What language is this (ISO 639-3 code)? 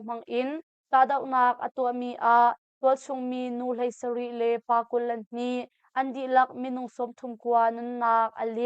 cnh